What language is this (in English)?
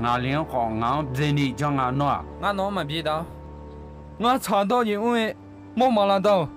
Akha